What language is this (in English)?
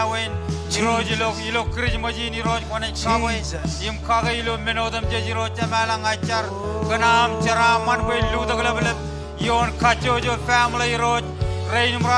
Marshallese